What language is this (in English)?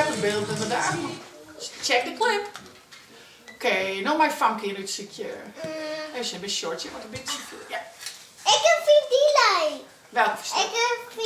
Western Frisian